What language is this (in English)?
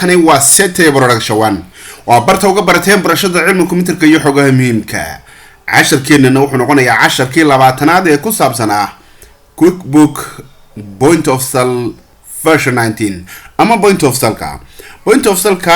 Somali